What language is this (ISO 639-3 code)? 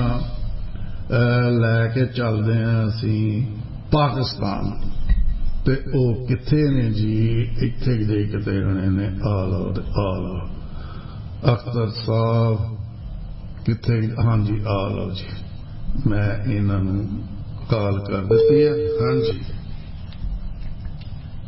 pan